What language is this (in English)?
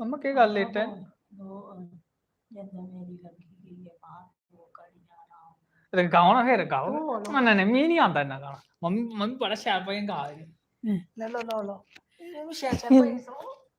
Dogri